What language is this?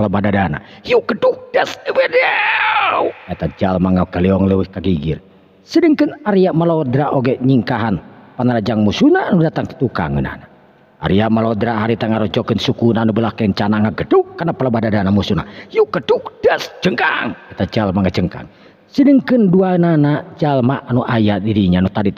Sundanese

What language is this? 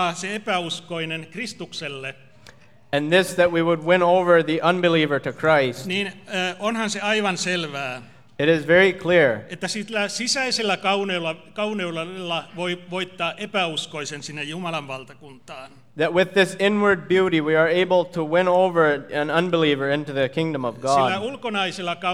Finnish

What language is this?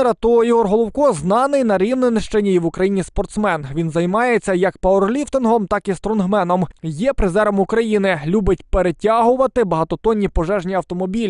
Ukrainian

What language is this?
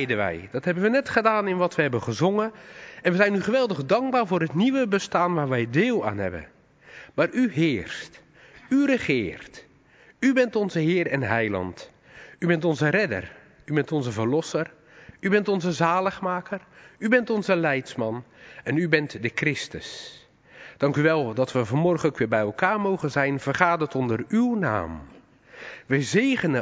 Dutch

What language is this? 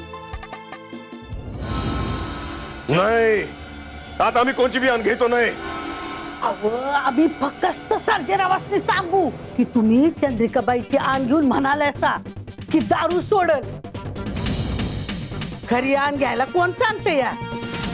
Marathi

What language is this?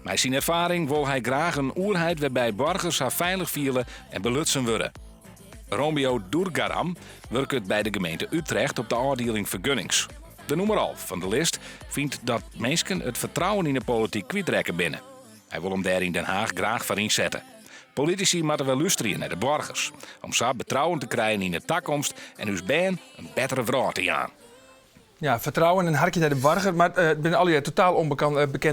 Western Frisian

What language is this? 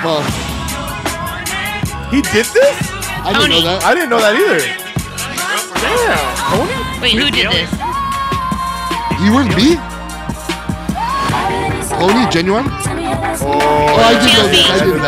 English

